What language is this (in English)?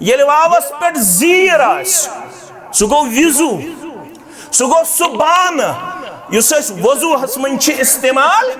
Kashmiri